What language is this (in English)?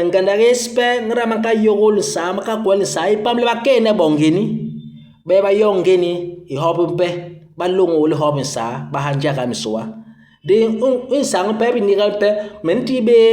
Basaa